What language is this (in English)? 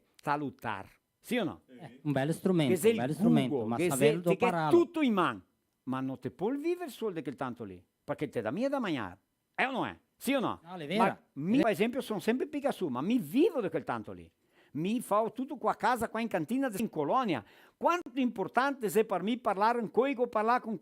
Venetian